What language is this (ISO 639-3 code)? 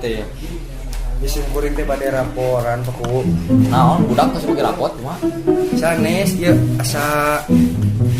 sun